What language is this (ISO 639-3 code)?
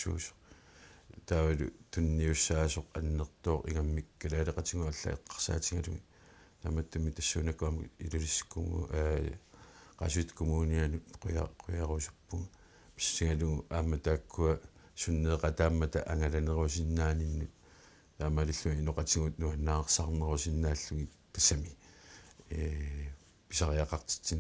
kal